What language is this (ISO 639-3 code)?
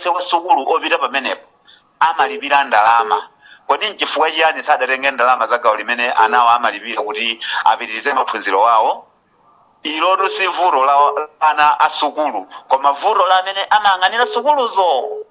nya